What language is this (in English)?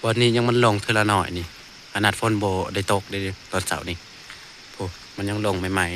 Northeastern Thai